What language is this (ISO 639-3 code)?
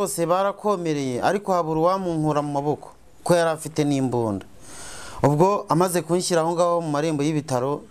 kin